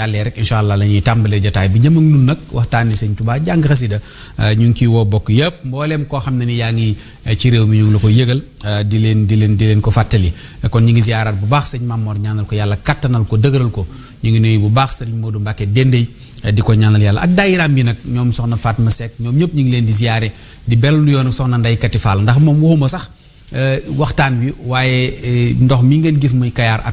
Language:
Wolof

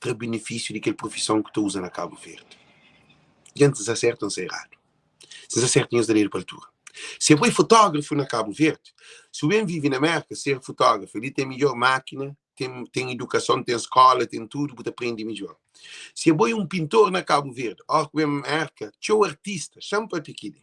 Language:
Kabuverdianu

